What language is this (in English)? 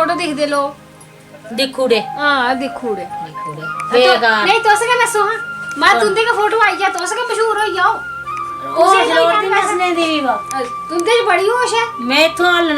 Dogri